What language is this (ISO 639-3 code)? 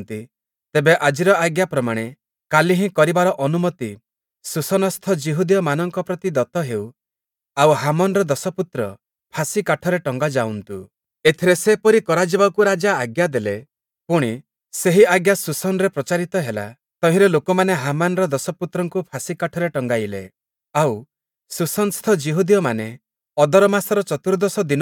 ori